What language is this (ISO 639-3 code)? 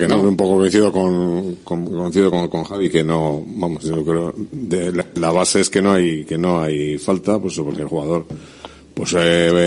spa